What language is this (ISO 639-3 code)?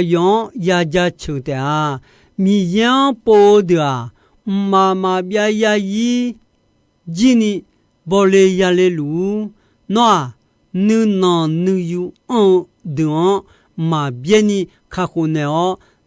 ahk